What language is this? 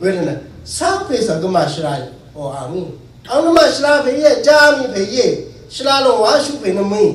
Rawang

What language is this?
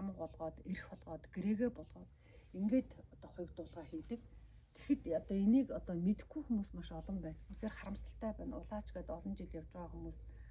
Mongolian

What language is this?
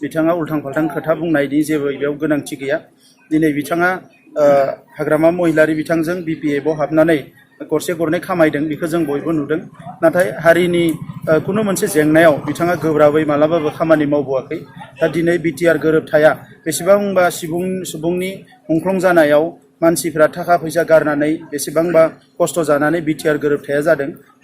Bodo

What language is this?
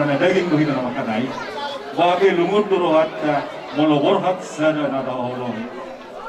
Batak Toba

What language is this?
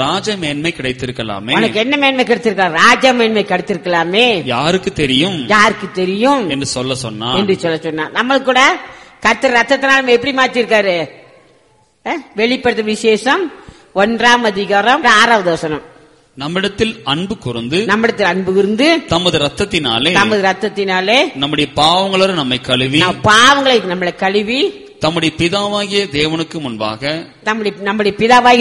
Tamil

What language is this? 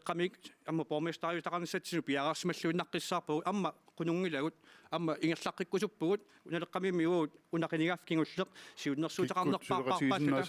Kalaallisut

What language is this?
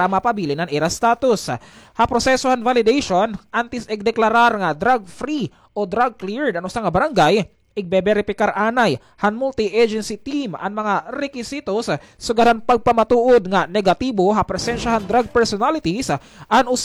Waray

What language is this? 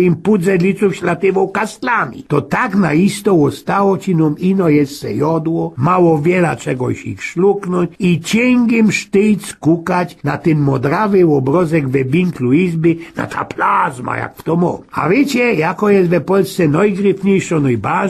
Silesian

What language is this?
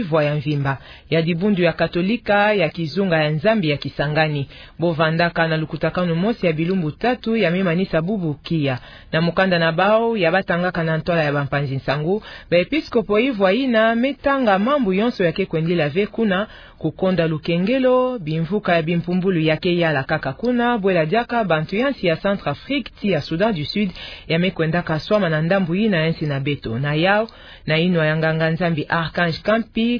Kituba (Democratic Republic of Congo)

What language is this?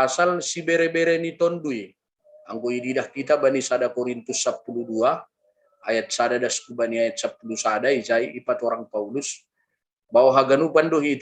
Batak Simalungun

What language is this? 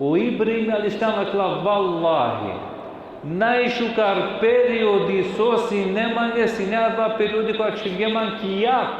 Balkan Romani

